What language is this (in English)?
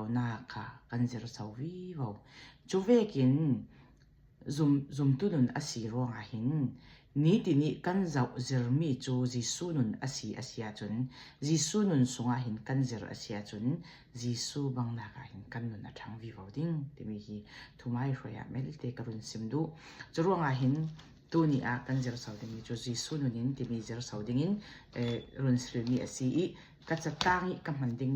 Falam Chin